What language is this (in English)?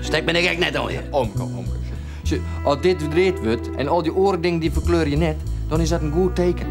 Western Frisian